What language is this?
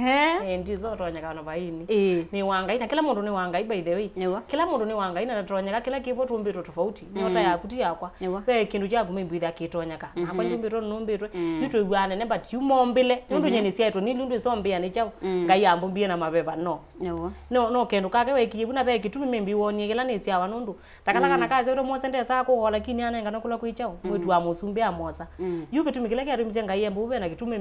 Kamba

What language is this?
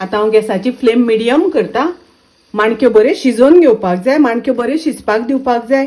Konkani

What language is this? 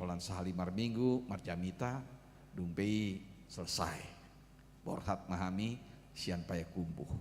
Batak Toba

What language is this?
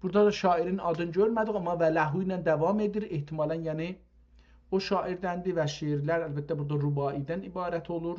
South Azerbaijani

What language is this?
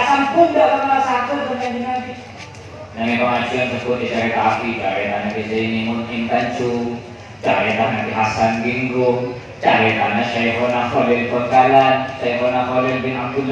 Madurese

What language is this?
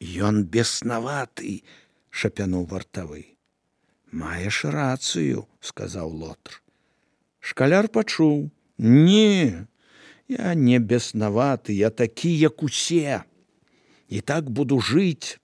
Belarusian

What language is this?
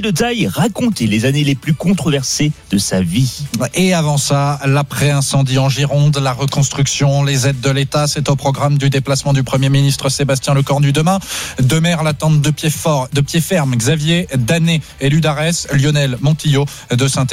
French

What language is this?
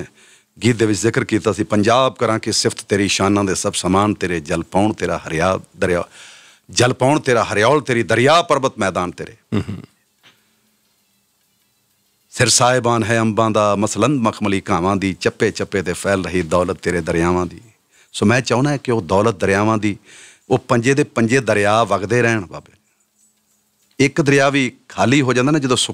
Punjabi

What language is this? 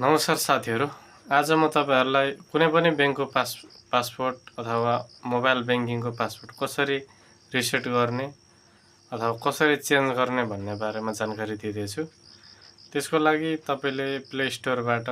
Nepali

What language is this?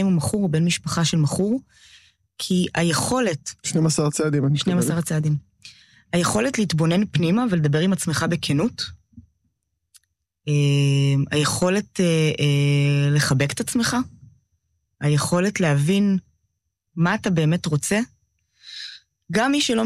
Hebrew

